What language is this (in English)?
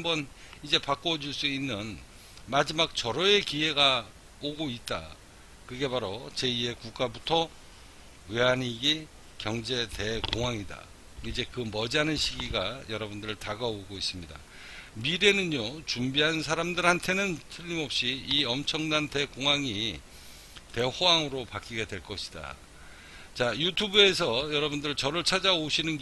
Korean